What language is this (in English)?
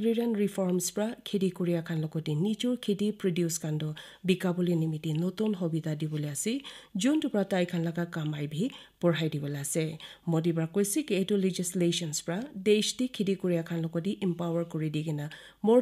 Naga Pidgin